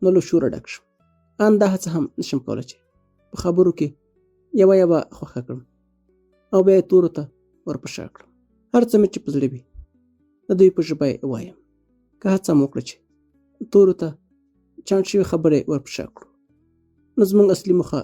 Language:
Pashto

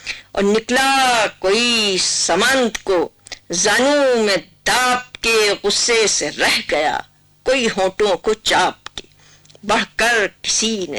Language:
Urdu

